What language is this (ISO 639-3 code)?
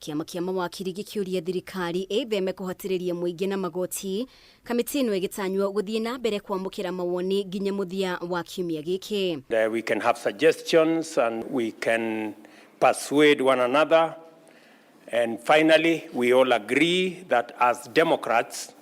kik